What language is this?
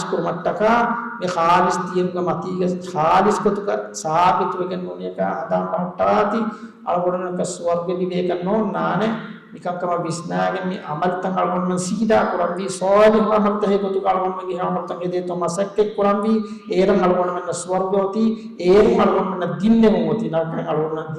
Divehi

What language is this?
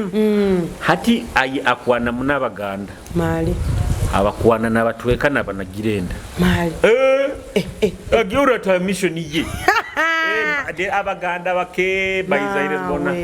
Nyoro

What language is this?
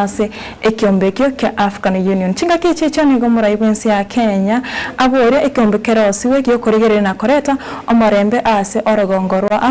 Gusii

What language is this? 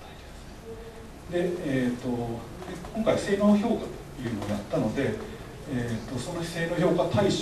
Japanese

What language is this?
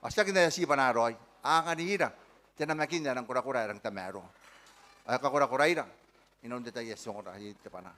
Gilbertese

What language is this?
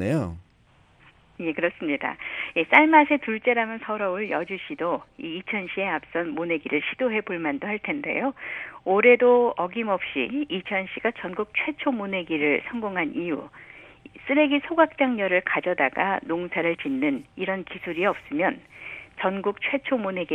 Korean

